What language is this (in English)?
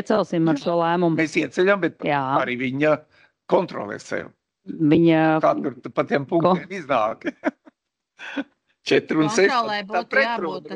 Latvian